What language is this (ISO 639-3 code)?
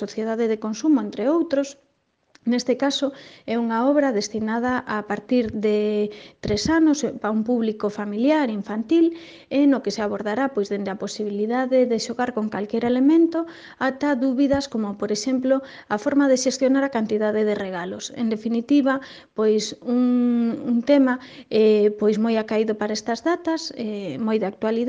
glg